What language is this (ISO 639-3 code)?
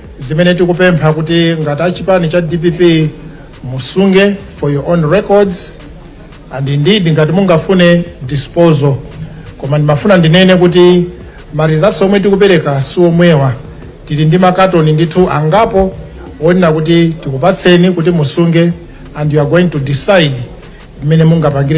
nya